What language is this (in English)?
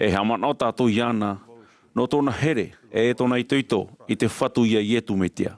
Tahitian